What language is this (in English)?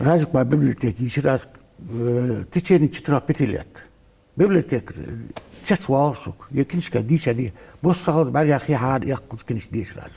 Ingush